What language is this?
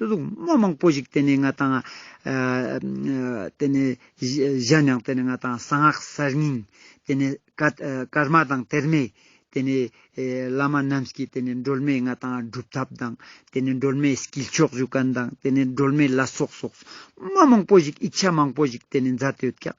Ladakhi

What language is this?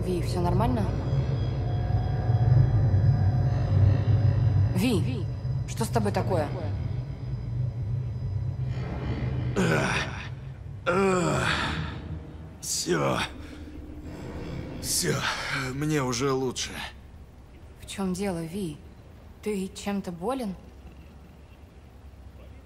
Russian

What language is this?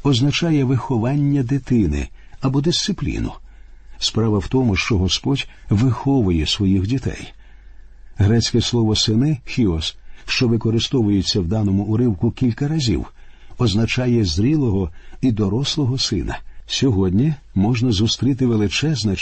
Ukrainian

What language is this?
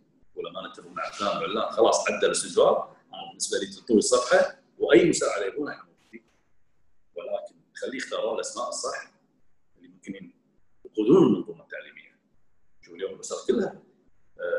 Gulf Arabic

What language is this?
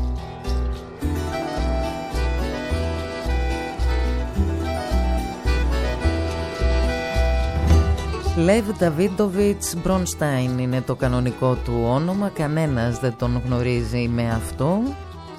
Greek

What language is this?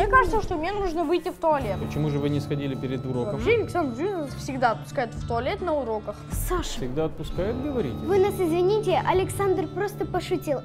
Russian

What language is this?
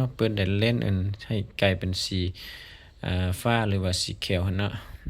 Lao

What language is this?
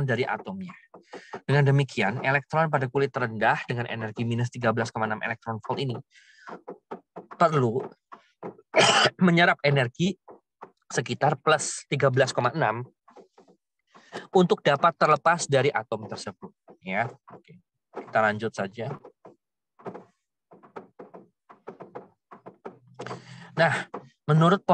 Indonesian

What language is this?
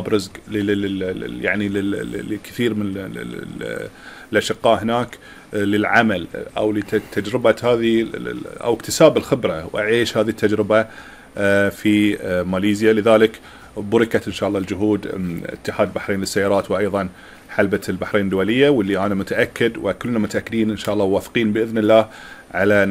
Gulf Arabic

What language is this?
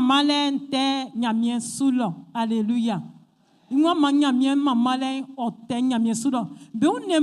Baoulé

